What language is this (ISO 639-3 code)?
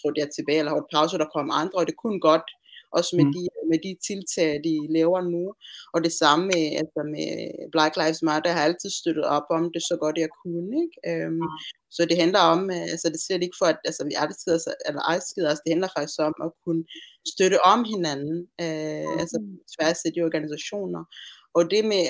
dan